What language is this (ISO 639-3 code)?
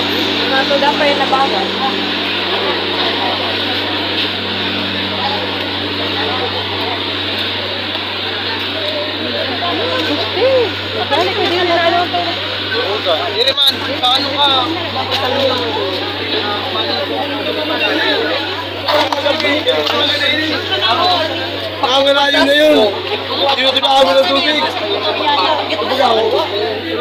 fil